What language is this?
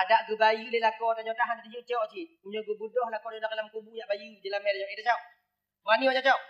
Achinese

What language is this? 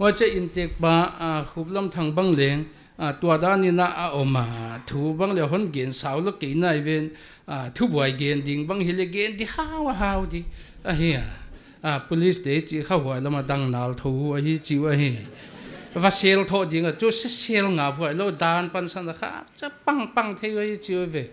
Paite Chin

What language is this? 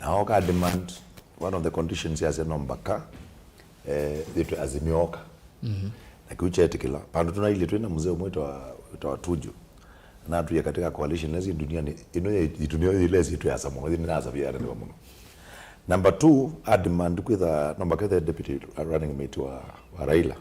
Kamba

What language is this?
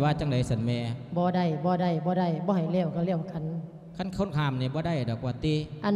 Lao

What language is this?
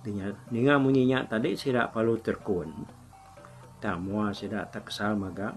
Iban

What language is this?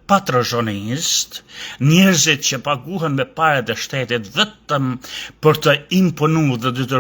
Albanian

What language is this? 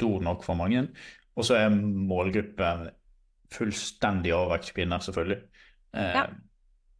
Norwegian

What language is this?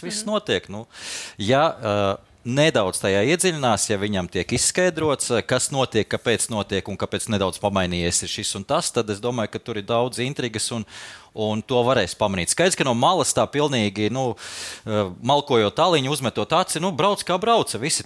Latvian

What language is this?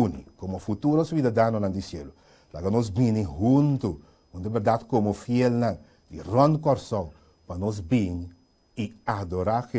Papiamento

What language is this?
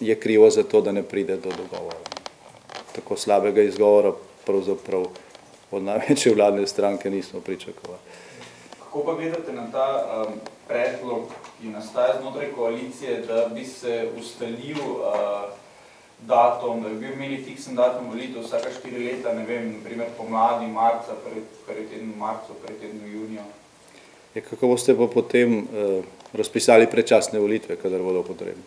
Slovenian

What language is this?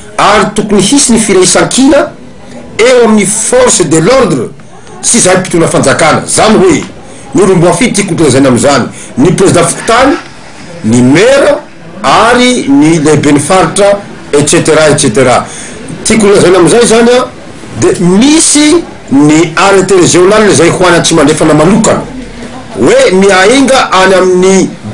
Malagasy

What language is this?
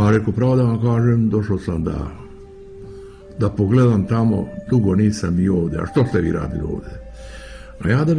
Croatian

